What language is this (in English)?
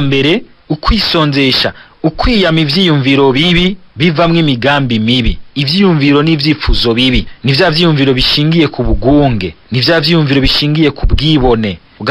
Rundi